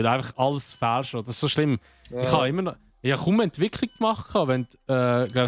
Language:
Swiss German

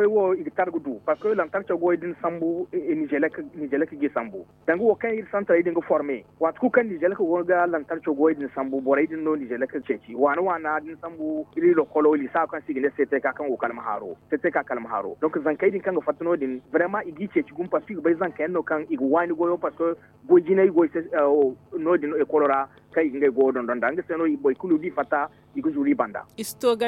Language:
Zarma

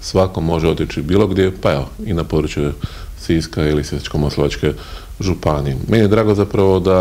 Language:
Croatian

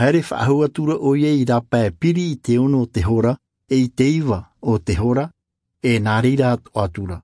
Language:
Tahitian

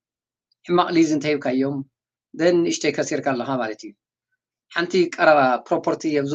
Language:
Tigrinya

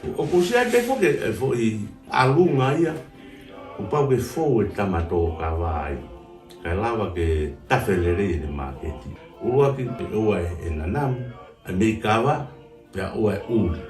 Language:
Tongan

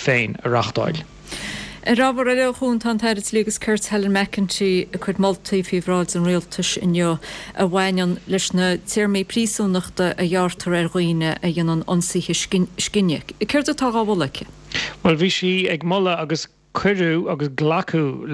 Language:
Irish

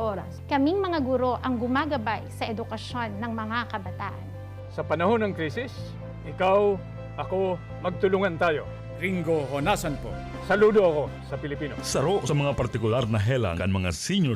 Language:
Bikol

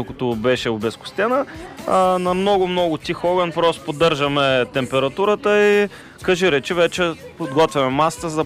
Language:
Bulgarian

